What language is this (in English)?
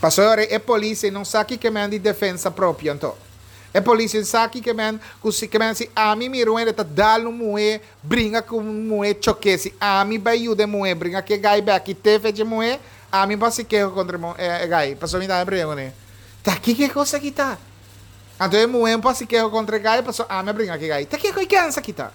Papiamento